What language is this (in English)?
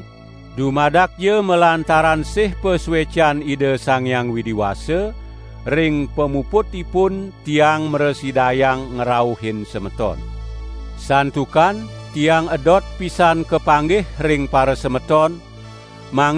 Balinese